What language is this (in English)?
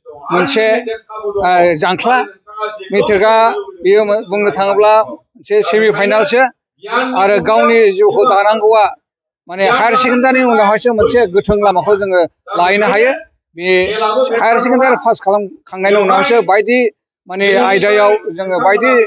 Bodo